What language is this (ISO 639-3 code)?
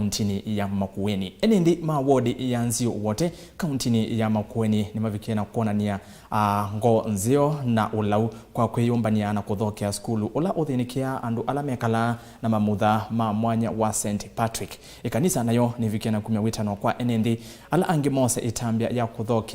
kam